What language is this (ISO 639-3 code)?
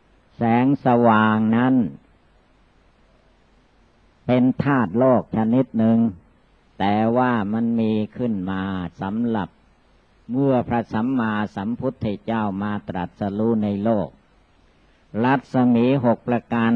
tha